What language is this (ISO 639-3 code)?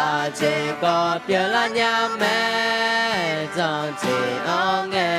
ahk